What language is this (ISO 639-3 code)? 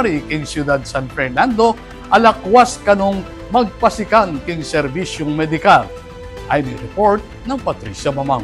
pam